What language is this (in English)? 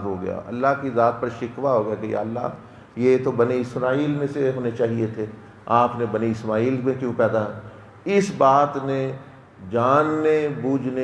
Urdu